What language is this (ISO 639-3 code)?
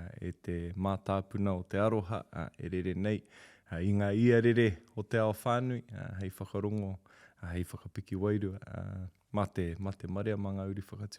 mri